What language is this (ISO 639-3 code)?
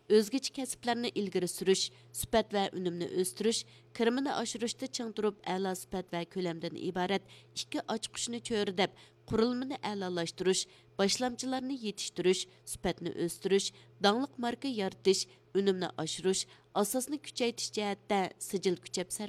uig